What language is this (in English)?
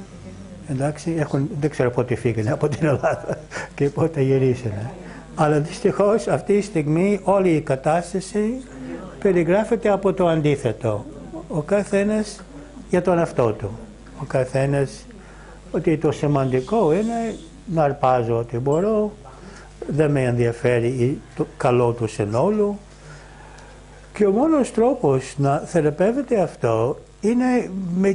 Greek